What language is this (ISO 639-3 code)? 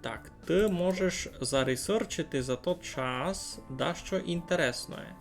rue